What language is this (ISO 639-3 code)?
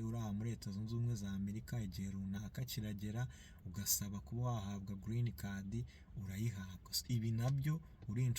kin